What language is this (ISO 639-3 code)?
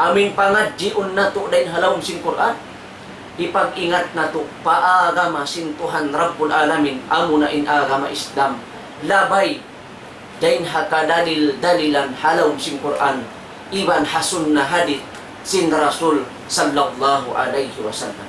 tsg